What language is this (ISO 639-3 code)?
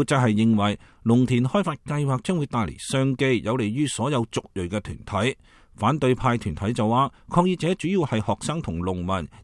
yue